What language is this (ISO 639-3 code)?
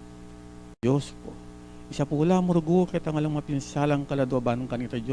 pam